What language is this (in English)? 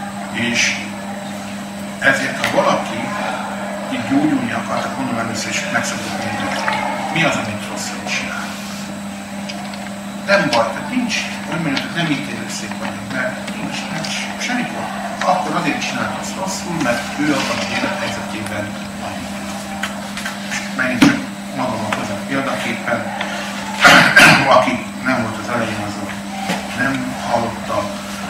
Hungarian